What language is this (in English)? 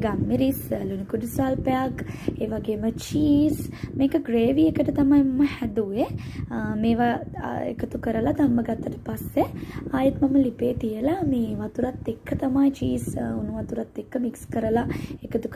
Sinhala